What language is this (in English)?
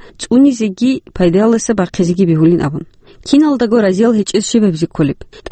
Avaric